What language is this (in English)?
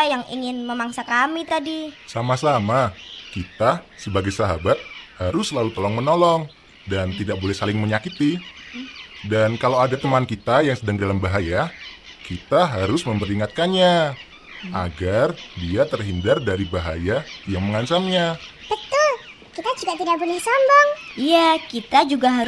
Indonesian